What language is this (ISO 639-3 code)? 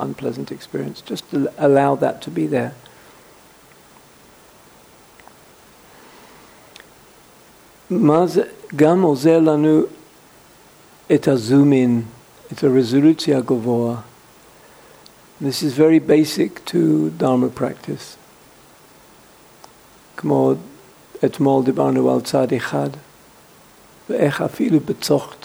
heb